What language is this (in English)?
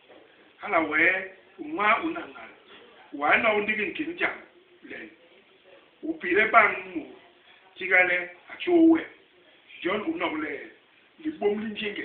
Basaa